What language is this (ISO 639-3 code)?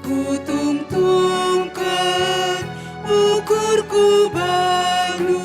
btx